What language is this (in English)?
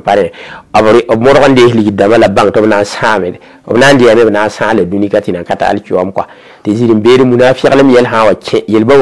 Mossi